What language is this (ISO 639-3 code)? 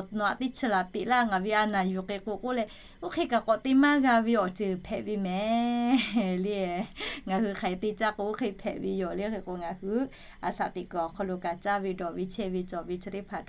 lhu